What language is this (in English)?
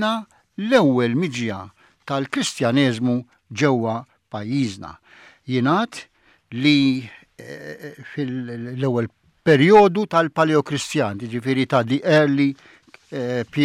Maltese